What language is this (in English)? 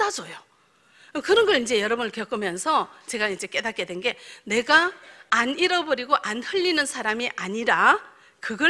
Korean